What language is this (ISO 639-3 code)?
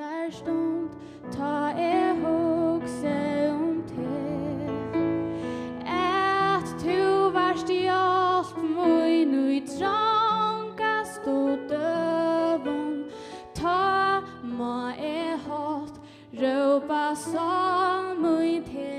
fao